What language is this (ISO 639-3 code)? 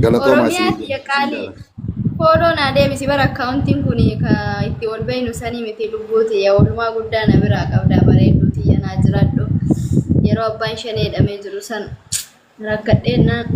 orm